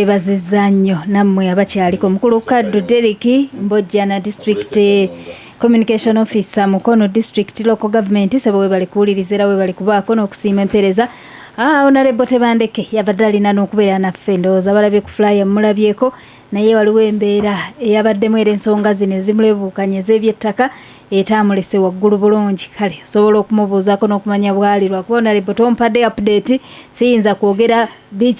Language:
Ganda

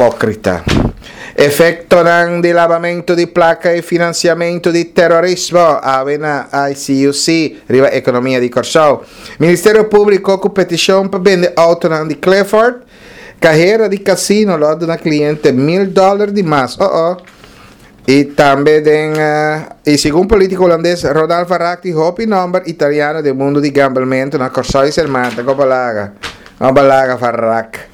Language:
Papiamento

